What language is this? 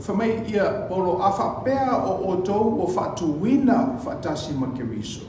Samoan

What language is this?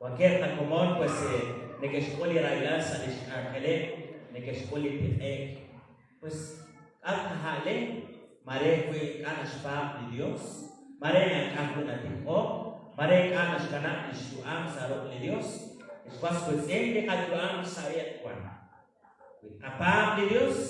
Kekchí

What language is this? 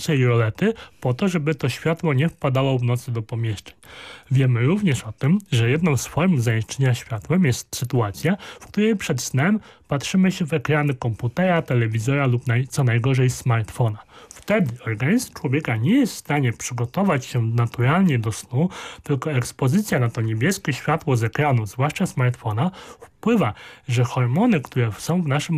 Polish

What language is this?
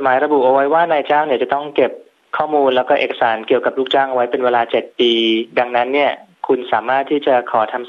Thai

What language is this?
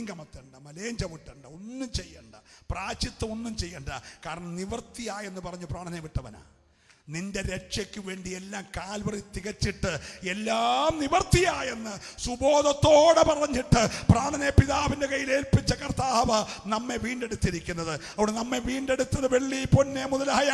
Malayalam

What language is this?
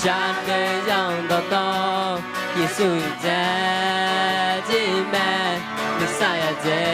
Akha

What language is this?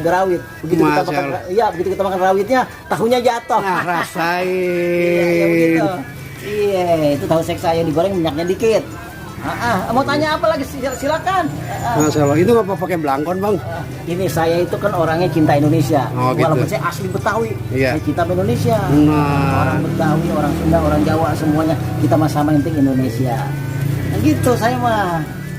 Betawi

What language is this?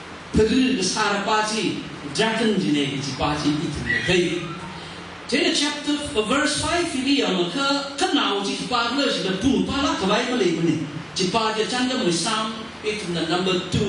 Tangkhul Naga (India)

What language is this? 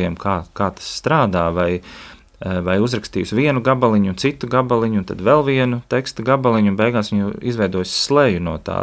Latvian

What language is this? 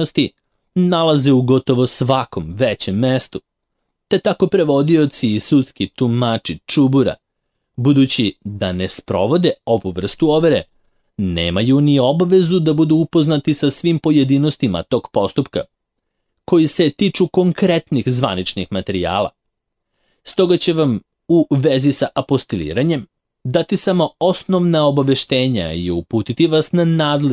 Serbian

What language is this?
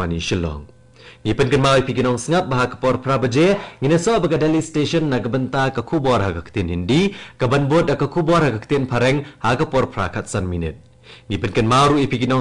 Khasi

